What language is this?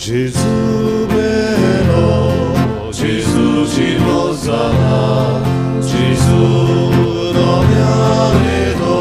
Konkani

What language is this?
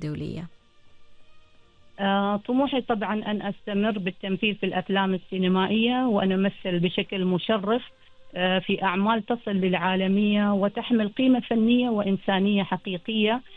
Arabic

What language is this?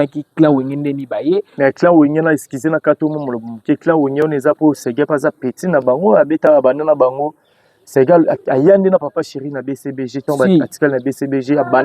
Lingala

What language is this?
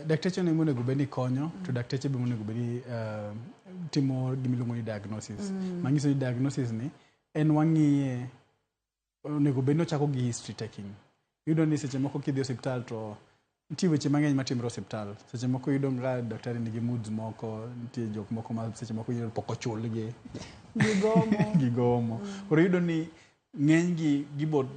Luo (Kenya and Tanzania)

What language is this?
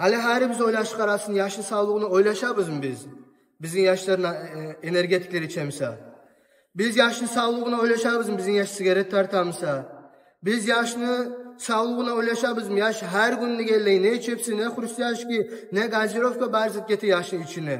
Kumyk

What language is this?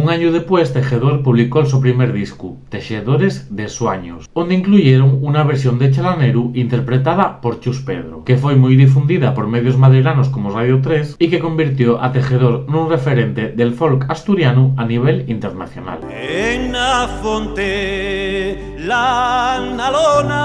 Asturian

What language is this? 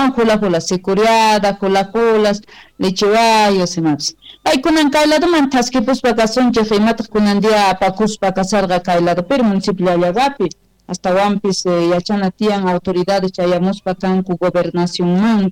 Quechua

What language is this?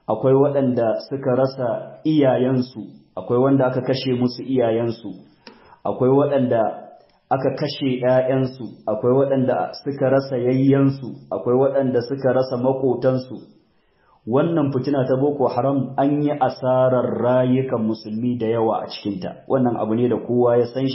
Hausa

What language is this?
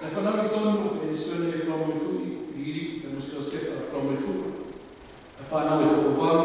Tongan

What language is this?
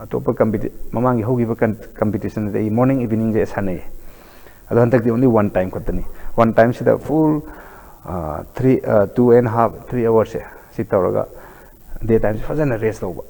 Manipuri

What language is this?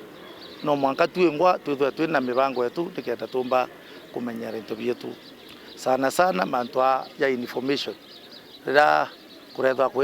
Meru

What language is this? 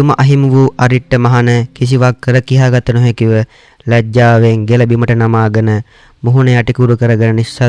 Sinhala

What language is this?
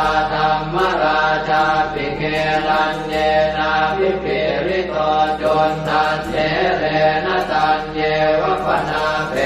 Pali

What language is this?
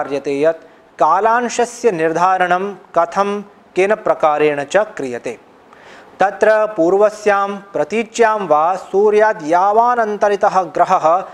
Sanskrit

